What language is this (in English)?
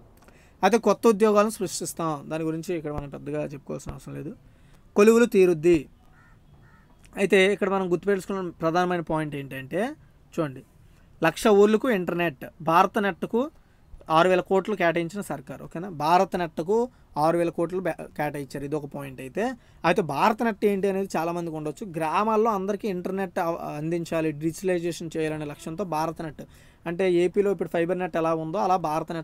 Telugu